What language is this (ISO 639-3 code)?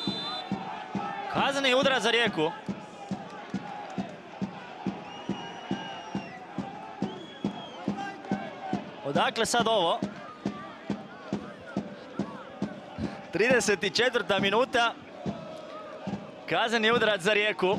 hrv